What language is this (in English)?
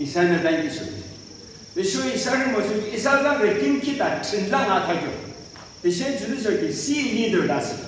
Yimchungru Naga